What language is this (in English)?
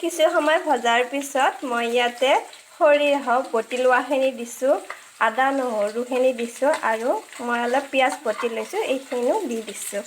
Assamese